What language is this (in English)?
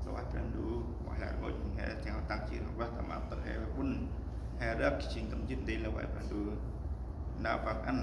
Central Mnong